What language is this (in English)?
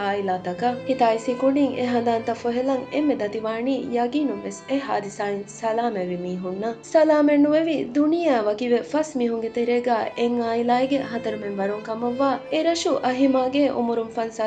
Divehi